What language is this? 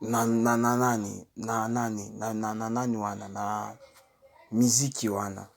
Lingala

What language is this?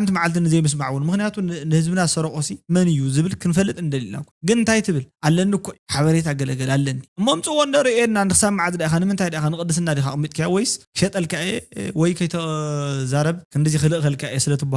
Tigrinya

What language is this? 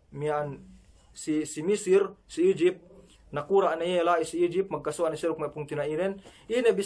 Yakan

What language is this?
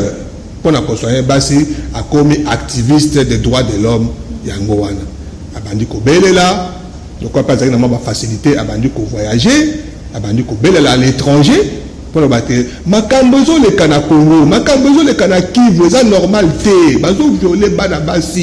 Lingala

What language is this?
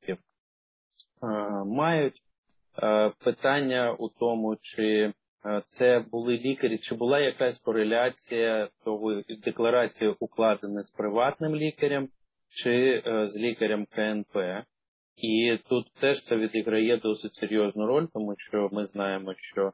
Ukrainian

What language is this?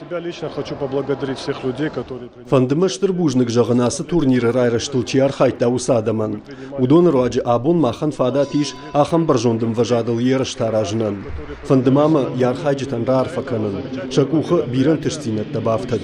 Ossetic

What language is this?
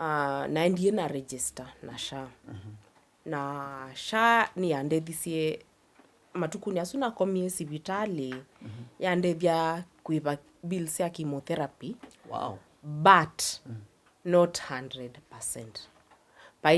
Kamba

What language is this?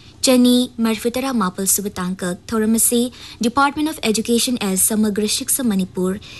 Manipuri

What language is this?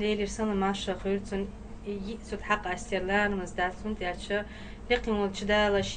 Chechen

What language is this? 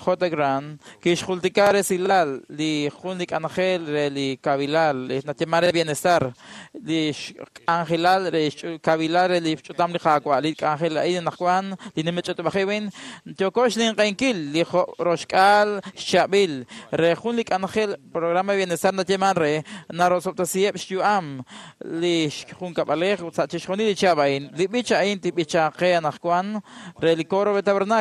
Kekchí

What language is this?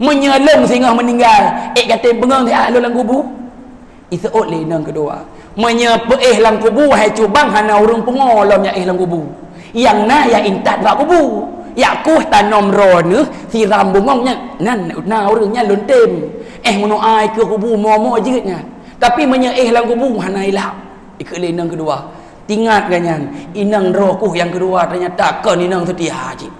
Achinese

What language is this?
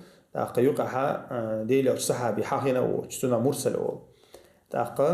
Chechen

